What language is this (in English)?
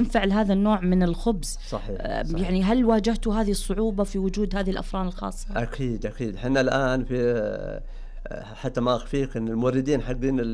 Najdi Arabic